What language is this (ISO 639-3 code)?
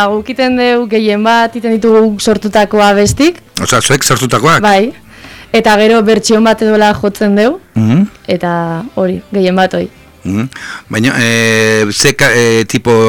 eus